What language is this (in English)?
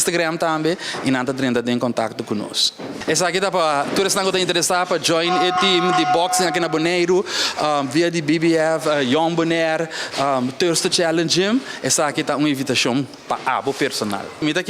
Papiamento